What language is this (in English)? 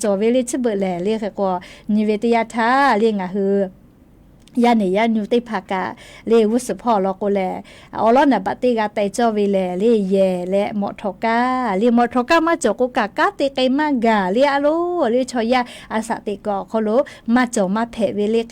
Lahu